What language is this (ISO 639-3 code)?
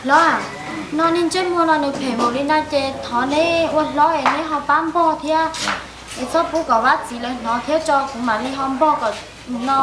hmn